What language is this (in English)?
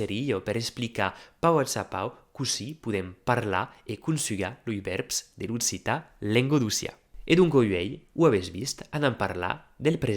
Occitan